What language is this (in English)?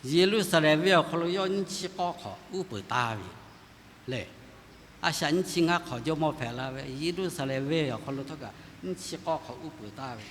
Lahu